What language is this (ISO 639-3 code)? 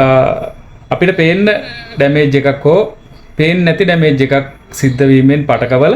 sin